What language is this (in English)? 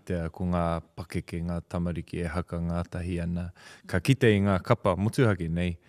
Māori